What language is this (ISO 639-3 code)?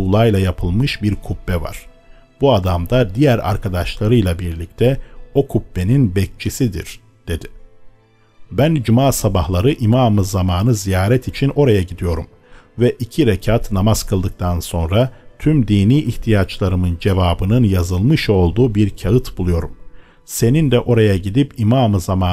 tur